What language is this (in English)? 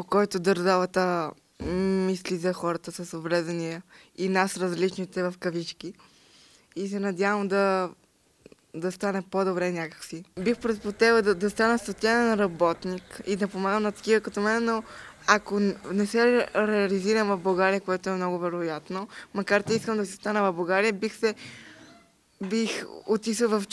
Bulgarian